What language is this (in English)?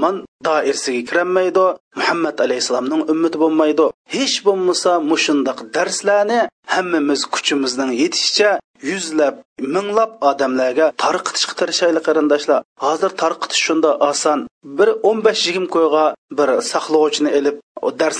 Uyghur